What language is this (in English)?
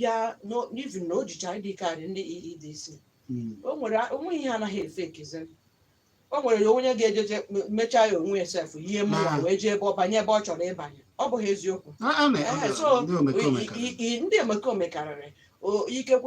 Igbo